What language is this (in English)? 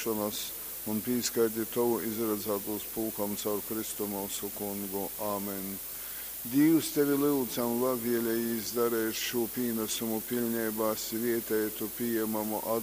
Latgalian